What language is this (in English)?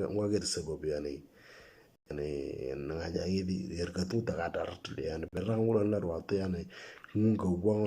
Moro